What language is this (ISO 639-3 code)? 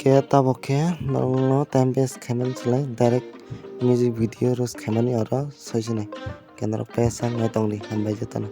trp